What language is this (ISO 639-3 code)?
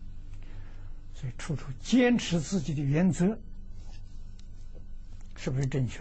zho